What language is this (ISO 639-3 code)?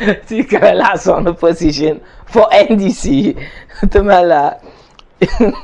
dag